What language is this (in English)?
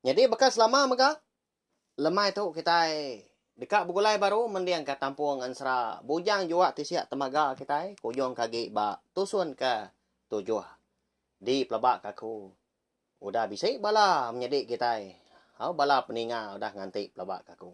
Iban